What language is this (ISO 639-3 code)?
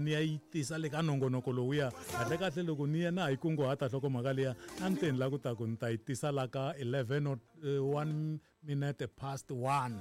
tso